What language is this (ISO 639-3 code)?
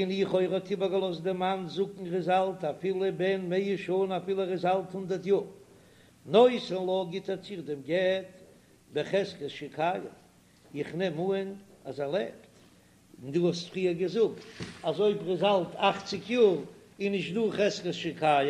yid